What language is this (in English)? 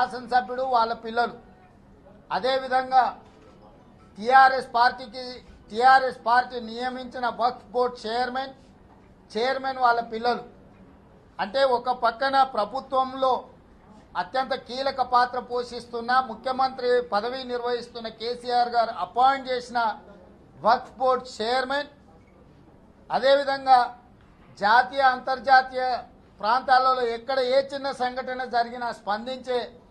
Telugu